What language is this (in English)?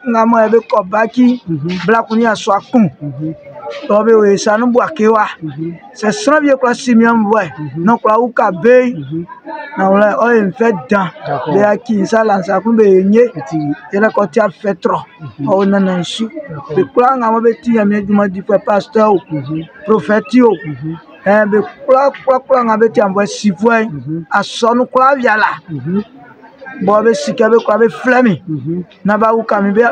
Baoulé